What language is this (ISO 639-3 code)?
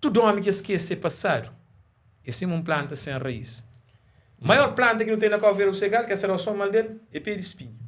kea